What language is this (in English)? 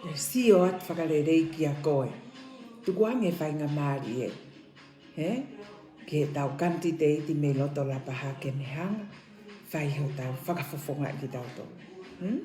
Tongan